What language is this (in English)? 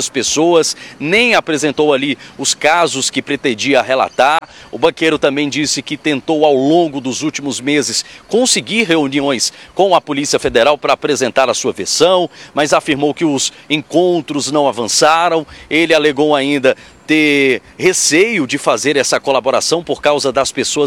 Portuguese